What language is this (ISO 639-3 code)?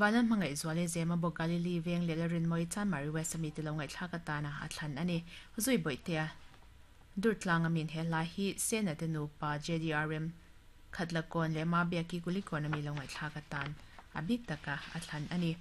lus